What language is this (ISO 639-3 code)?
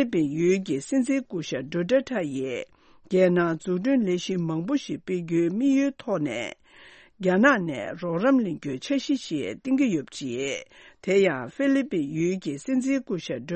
bod